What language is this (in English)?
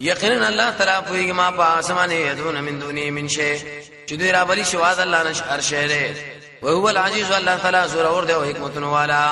Pashto